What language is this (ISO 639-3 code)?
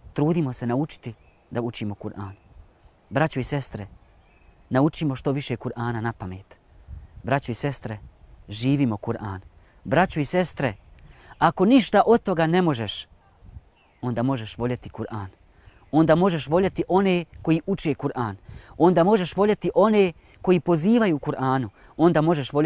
bos